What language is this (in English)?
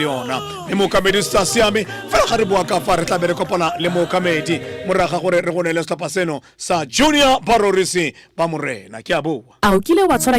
Tswana